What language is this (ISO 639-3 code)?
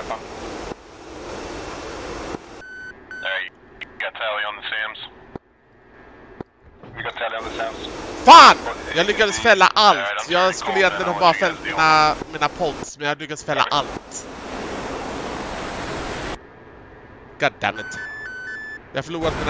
swe